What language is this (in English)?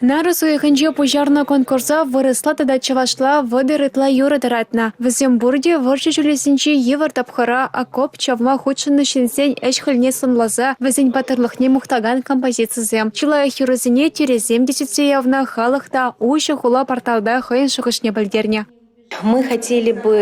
Chuvash